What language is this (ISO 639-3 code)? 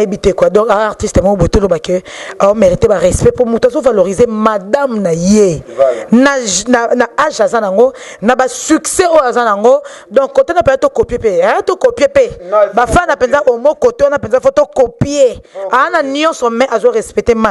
lin